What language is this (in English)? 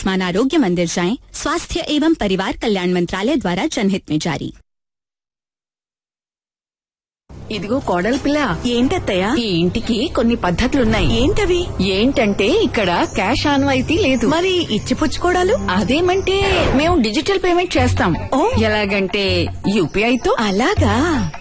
Telugu